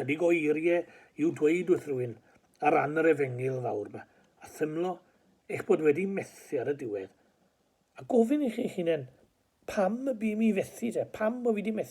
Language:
Welsh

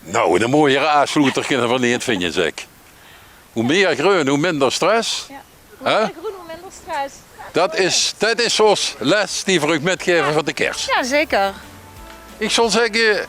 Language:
Limburgish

